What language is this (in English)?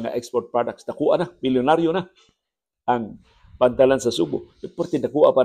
Cebuano